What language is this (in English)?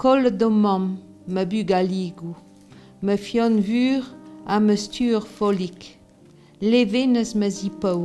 Breton